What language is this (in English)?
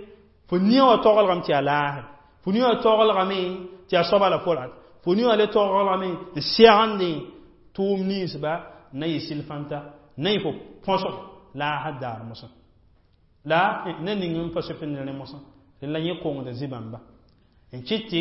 Mossi